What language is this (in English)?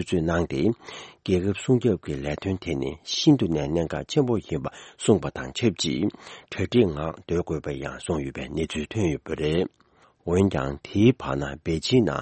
Tibetan